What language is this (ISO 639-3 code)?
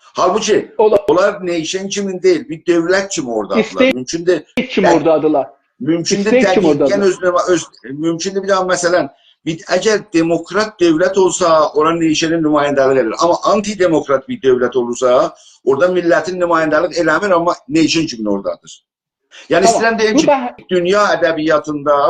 azb